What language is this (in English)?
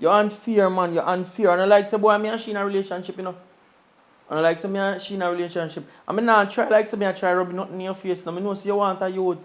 Jamaican Creole English